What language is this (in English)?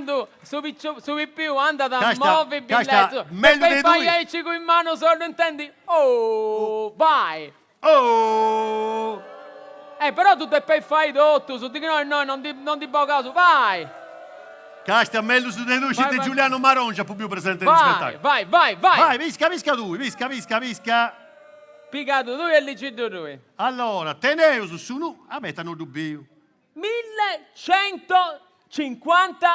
Sardinian